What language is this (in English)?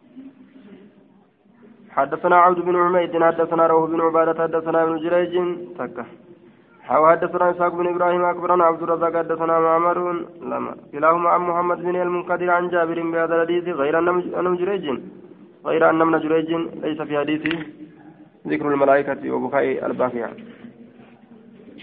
Arabic